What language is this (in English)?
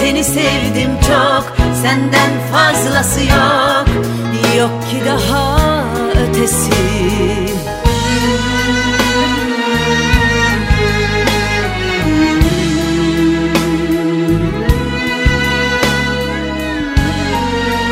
Turkish